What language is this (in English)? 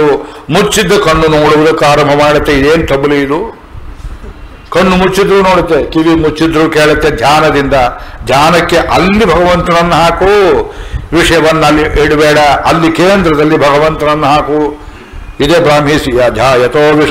Kannada